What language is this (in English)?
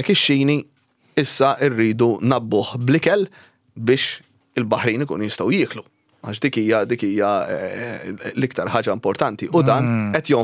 Maltese